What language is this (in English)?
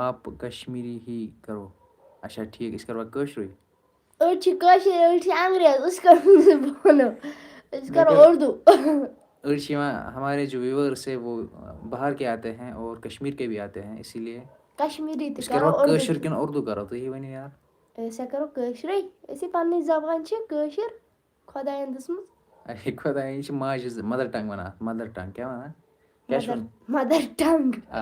Kashmiri